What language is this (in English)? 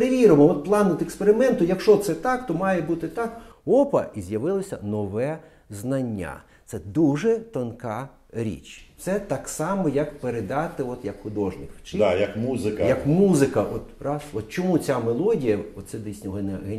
Ukrainian